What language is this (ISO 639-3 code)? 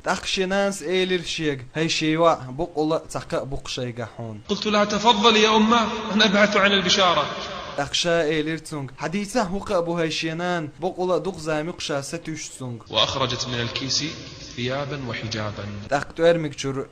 che